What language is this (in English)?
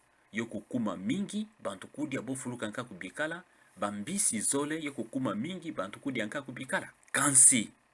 Kituba (Democratic Republic of Congo)